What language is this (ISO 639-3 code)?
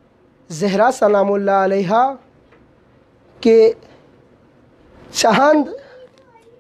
urd